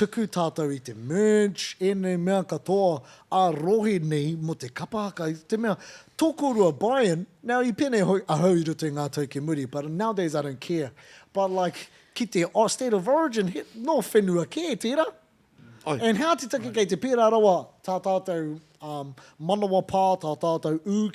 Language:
Māori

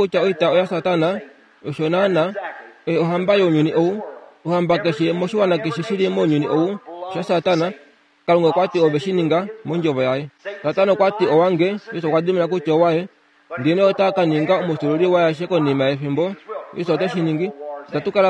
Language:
Kuanyama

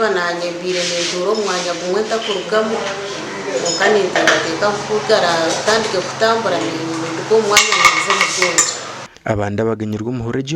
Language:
Nyankole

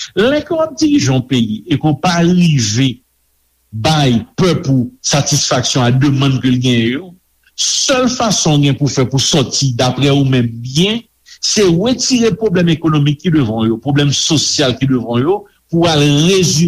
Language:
Haitian Creole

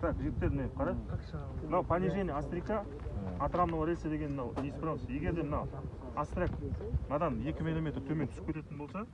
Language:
Kazakh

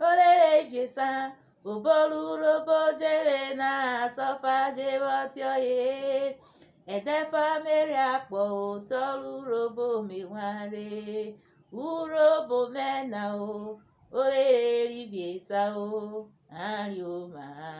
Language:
Urhobo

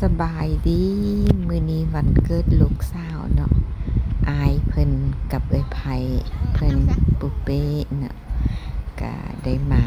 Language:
Lao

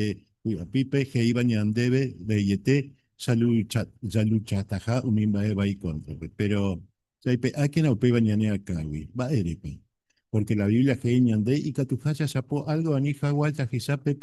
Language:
Guarani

